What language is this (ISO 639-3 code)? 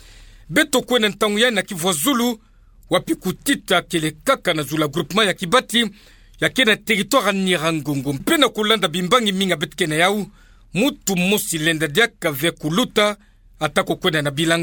ktu